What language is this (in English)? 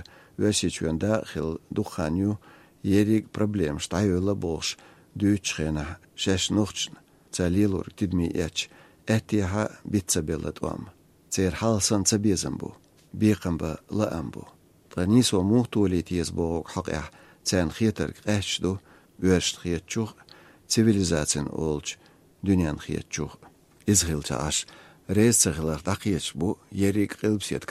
Chechen